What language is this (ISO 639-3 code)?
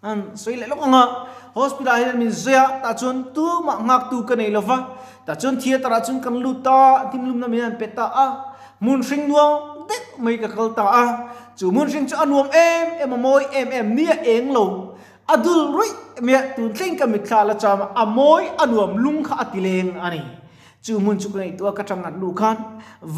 lus